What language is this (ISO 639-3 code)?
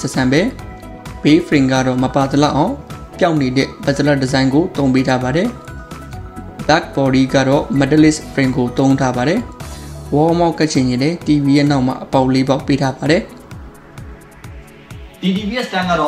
mya